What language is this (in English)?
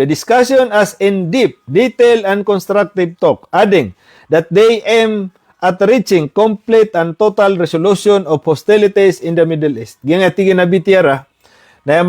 Maranao